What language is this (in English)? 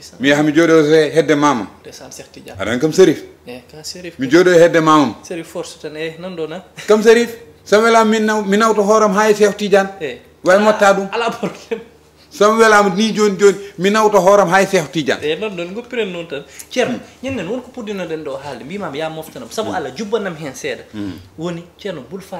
Fula